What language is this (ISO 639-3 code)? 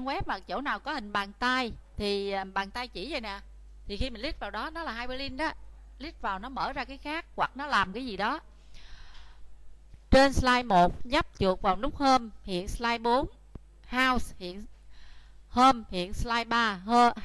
vie